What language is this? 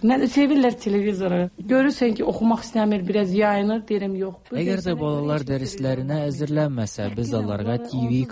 Tatar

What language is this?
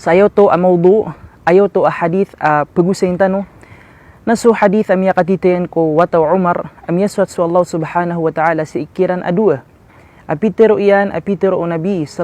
Maranao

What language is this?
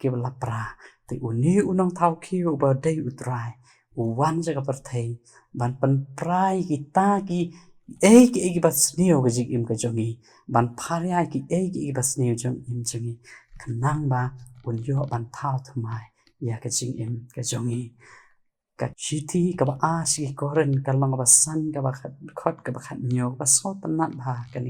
Khasi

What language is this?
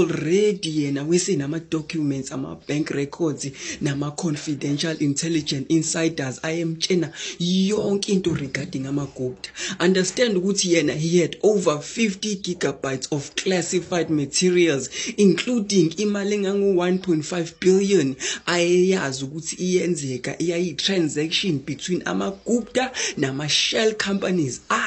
Zulu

